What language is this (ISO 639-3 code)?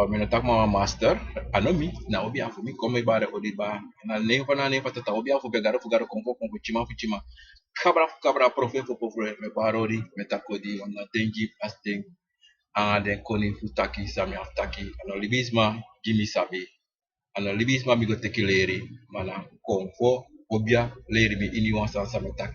srn